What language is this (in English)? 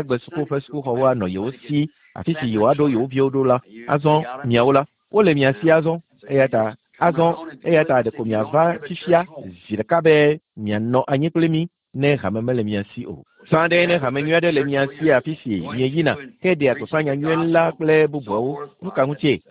Ewe